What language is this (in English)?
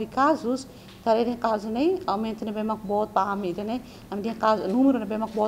Tetum